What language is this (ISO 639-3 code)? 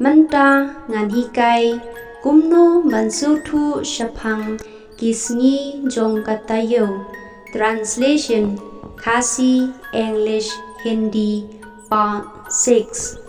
kha